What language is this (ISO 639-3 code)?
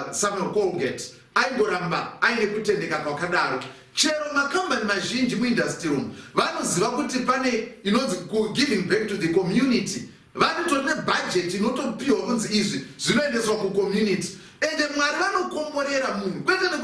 sna